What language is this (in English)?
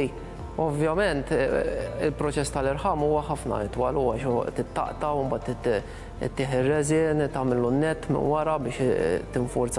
Maltese